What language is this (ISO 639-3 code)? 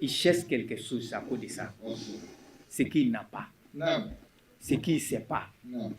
bam